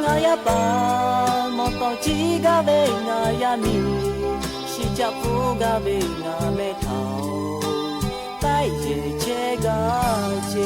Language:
Lahu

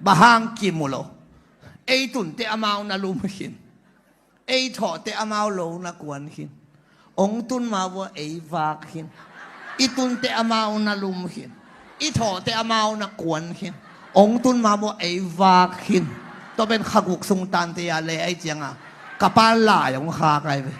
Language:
Tedim Chin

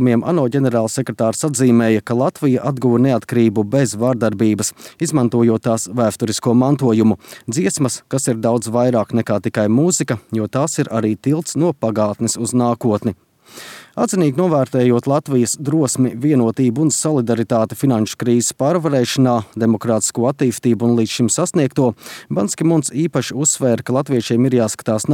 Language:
Latvian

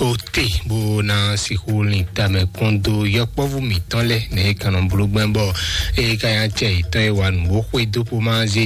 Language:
Fon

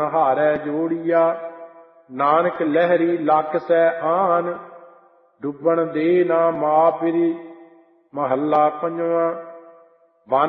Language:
Punjabi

